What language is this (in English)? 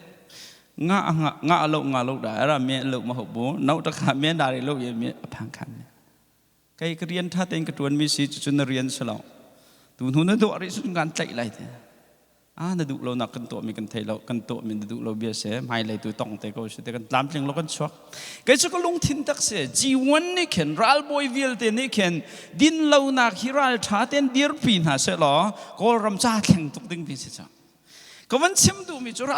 Hakha Chin